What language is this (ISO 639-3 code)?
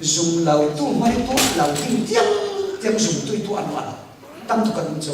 cfm